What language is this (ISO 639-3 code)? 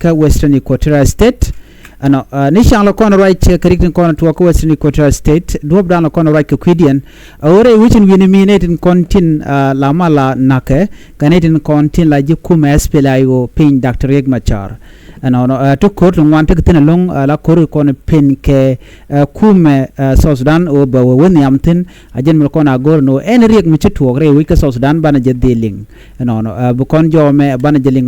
nus